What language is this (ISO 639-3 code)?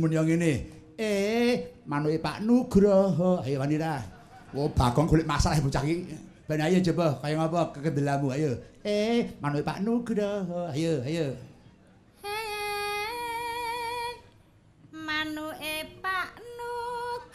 jav